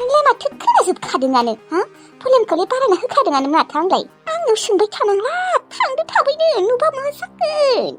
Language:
Bodo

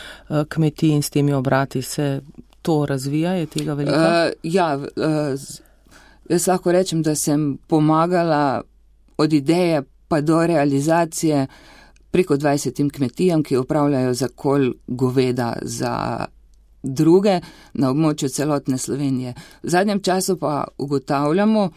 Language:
Slovenian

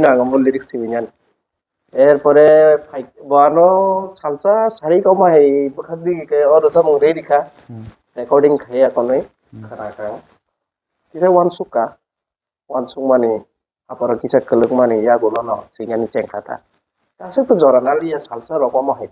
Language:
Kok Borok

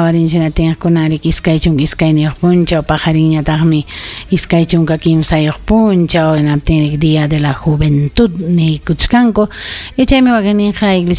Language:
Ayacucho Quechua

